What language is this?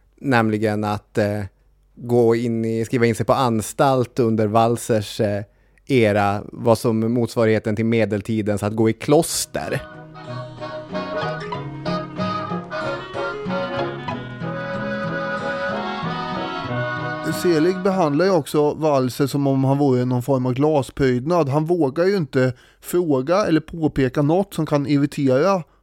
Swedish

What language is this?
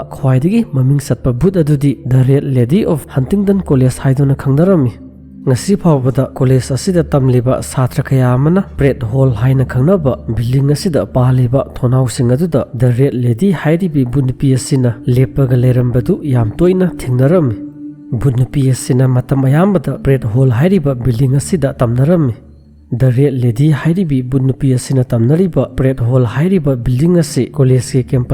Manipuri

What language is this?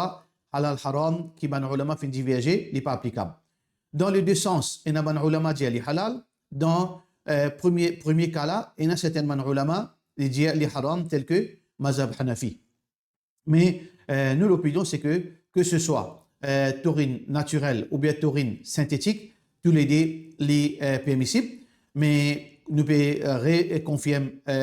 Morisyen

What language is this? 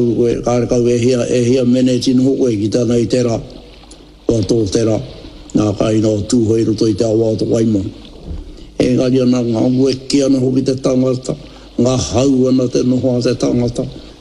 Māori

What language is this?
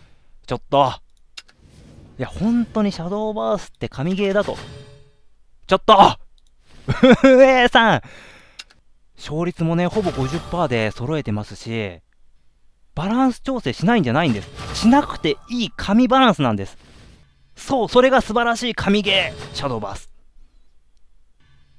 Japanese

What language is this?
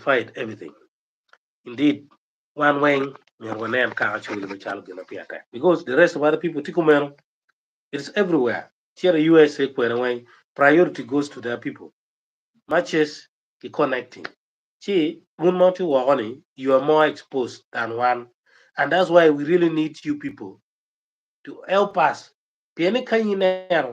Acoli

